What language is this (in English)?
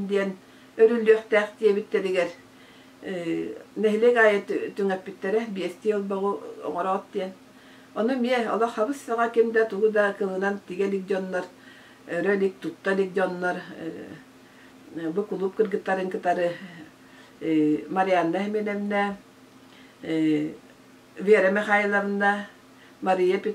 Yakut